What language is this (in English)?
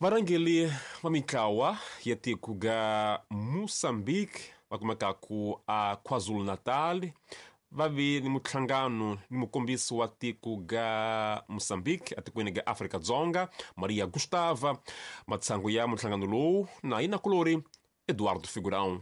Tsonga